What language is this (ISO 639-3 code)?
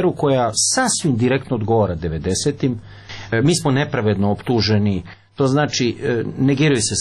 srp